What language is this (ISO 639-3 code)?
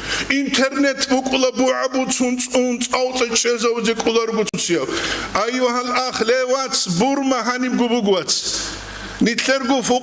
ava